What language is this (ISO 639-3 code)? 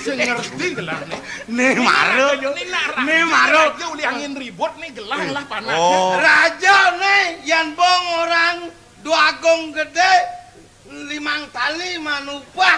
ban